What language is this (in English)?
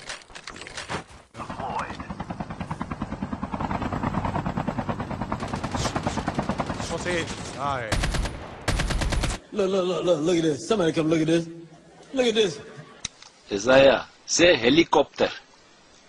Romanian